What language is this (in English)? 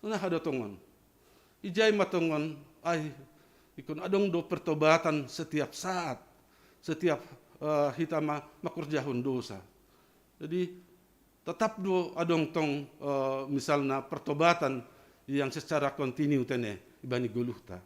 Batak Simalungun